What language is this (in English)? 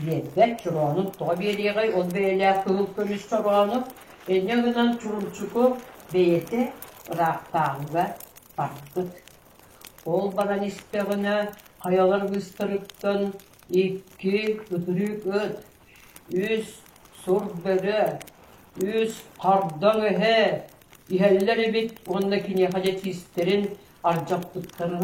Yakut